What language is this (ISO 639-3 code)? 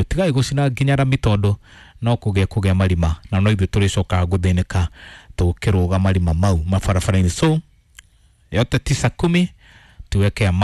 kik